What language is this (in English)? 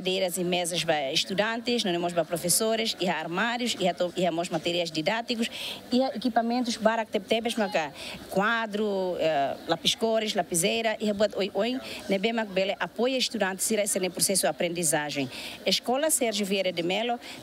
Tetum